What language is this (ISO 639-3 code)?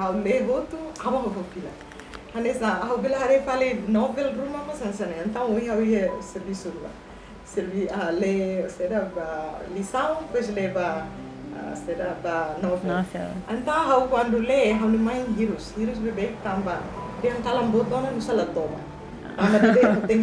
tet